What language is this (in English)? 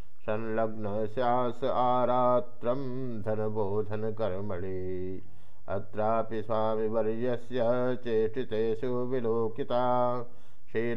Sanskrit